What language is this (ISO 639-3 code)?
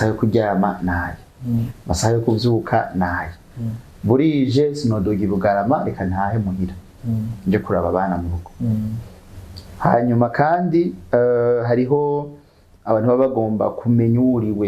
run